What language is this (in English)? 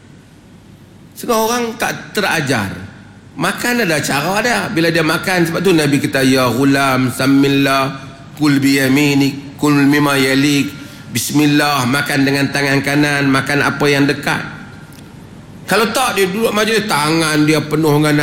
Malay